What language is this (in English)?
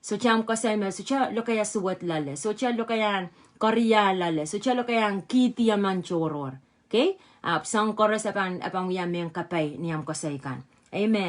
Pohnpeian